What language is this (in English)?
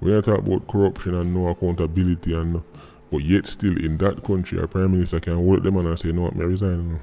Jamaican Creole English